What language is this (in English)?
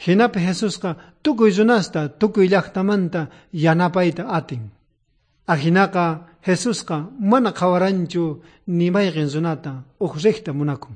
South Bolivian Quechua